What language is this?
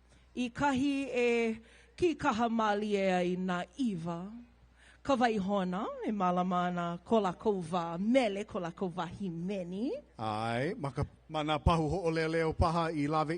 Hawaiian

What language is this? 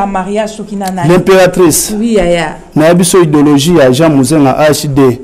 Lingala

